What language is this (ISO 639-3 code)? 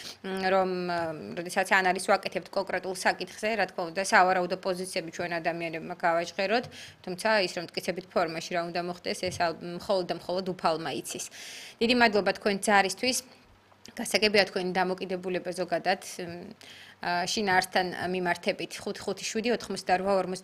kat